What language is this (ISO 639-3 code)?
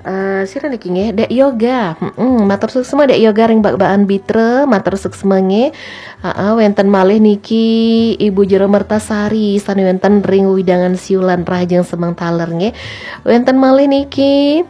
ban